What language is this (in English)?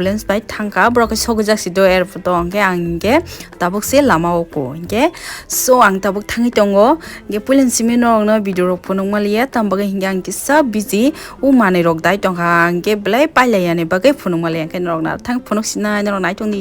Kok Borok